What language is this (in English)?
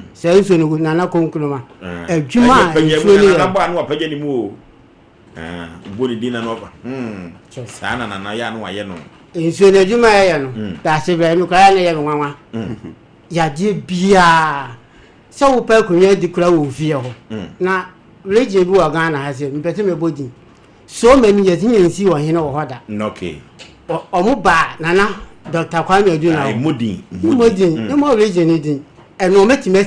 Akan